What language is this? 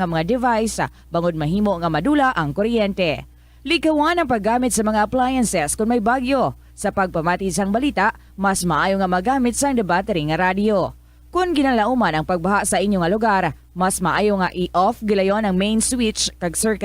Hiligaynon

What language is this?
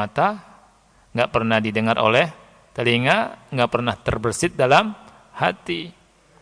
Indonesian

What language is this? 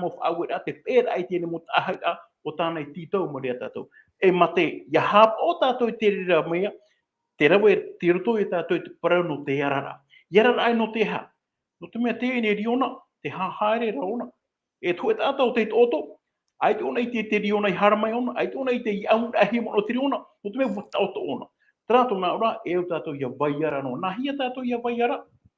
Tahitian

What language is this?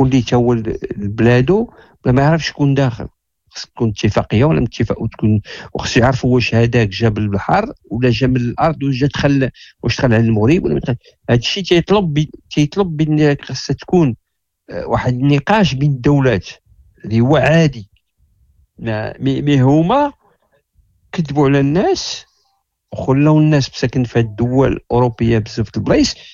Moroccan Arabic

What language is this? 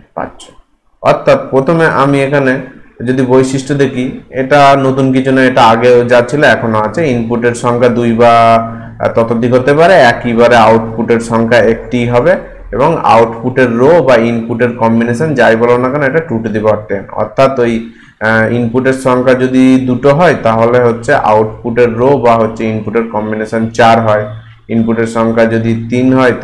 Bangla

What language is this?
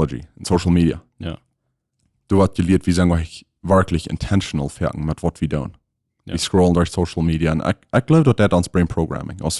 Plautdietsch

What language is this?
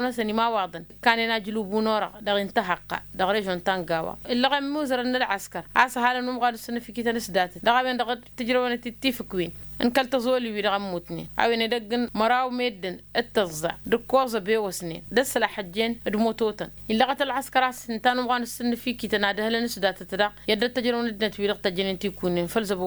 Tamasheq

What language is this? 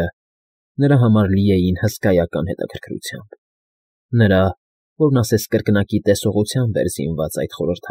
Armenian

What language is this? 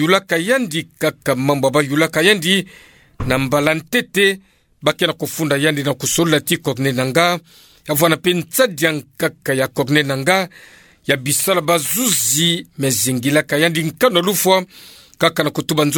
Kituba (Democratic Republic of Congo)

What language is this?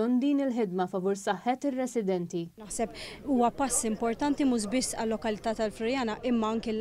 Maltese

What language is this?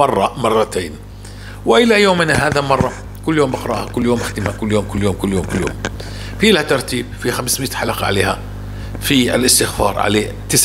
North Levantine Arabic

